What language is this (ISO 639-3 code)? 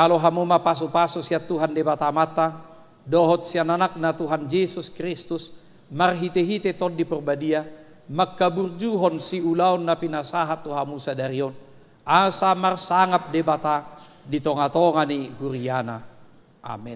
bbc